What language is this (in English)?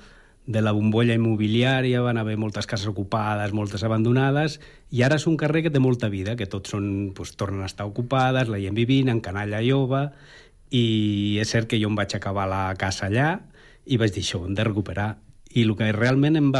Catalan